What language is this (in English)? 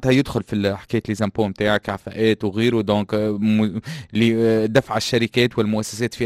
Tunisian Arabic